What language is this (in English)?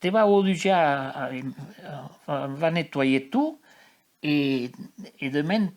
Occitan